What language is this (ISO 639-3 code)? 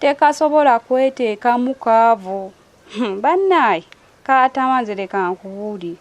lug